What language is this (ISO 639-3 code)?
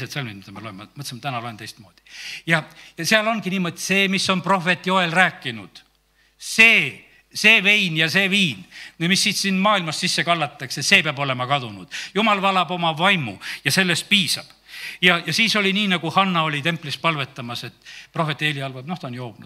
est